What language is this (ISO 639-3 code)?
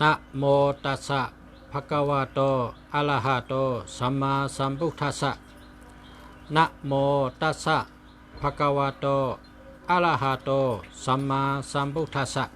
shn